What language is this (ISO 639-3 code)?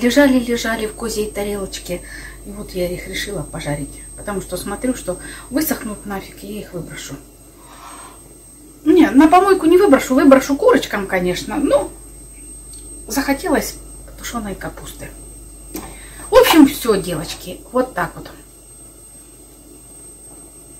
rus